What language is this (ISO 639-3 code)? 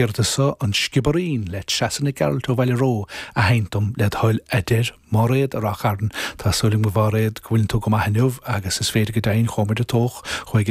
gle